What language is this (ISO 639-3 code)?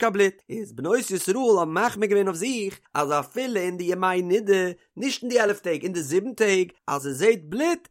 yid